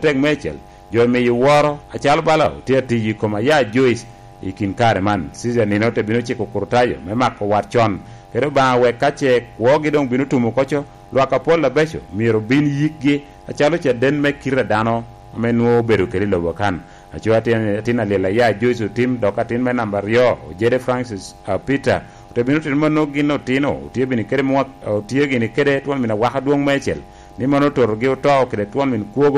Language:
Lango (Uganda)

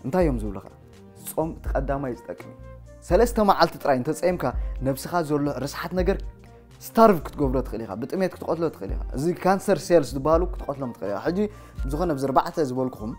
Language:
Tigrinya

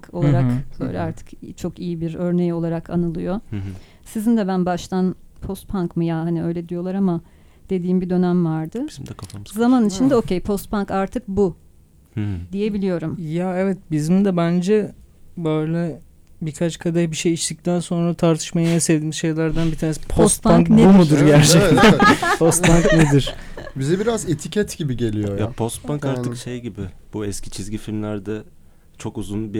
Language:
Turkish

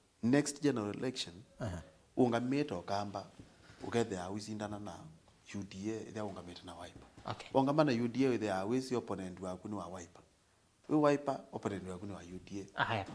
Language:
Kamba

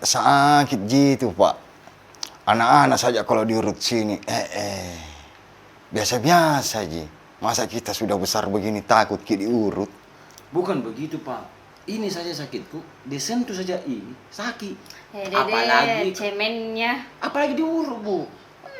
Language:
Makassar Malay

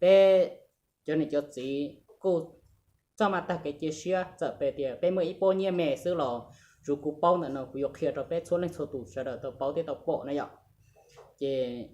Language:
Hmong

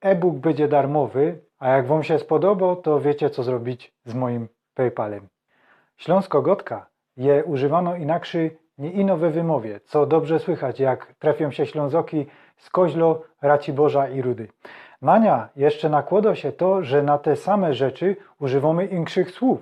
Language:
Silesian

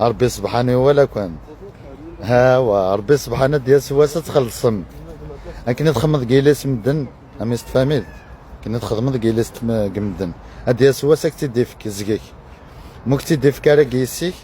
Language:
Kabyle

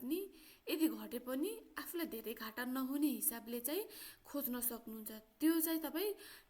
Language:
Nepali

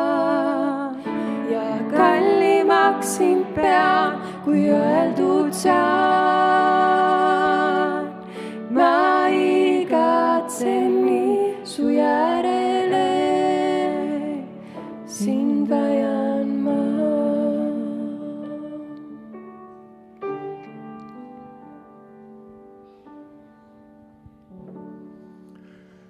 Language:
Estonian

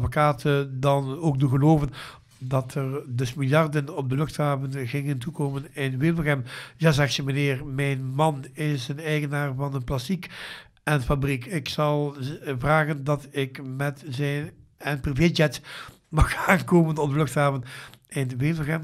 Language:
Dutch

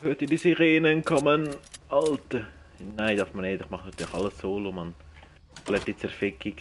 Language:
Swiss German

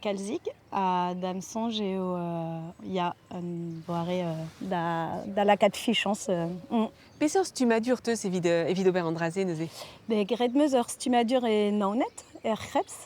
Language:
Breton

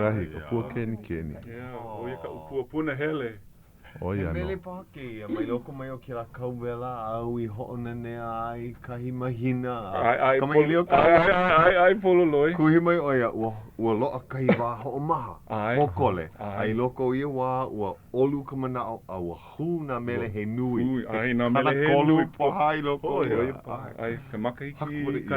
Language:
Hawaiian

